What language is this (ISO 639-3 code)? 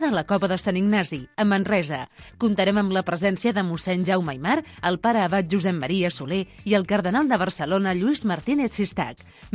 cat